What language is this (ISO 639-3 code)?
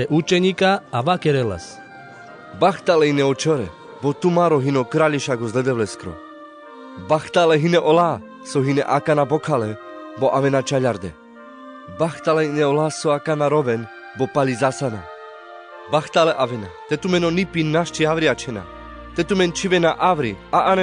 rmc